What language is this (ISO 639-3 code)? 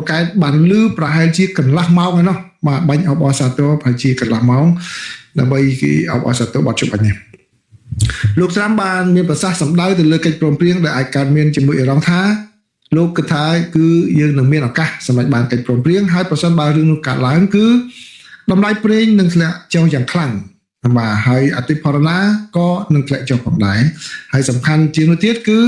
khm